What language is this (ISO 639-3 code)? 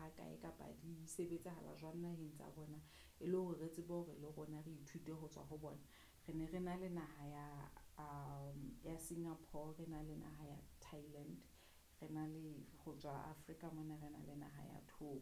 sot